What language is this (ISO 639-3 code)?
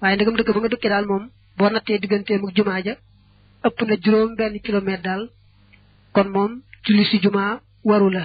wol